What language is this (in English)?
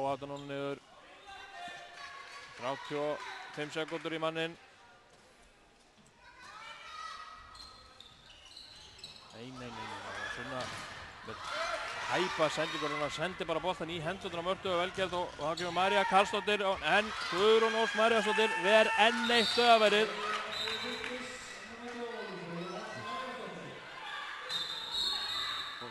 Icelandic